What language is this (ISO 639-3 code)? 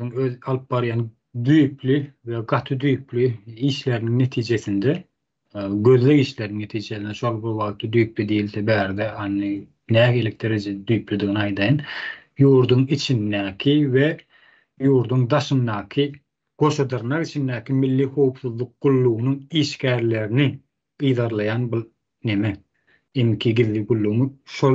tuk